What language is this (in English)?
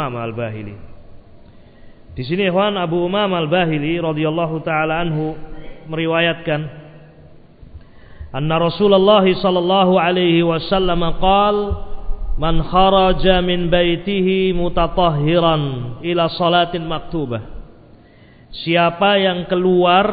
Indonesian